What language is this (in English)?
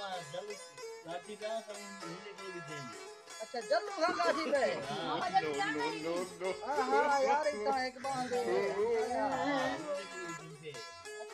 Saraiki